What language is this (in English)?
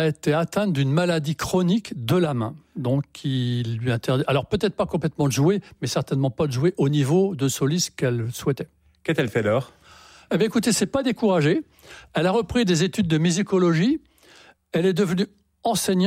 French